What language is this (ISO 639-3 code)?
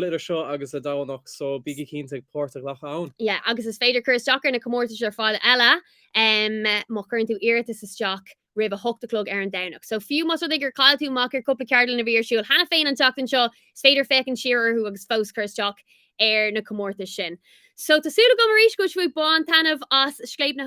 gle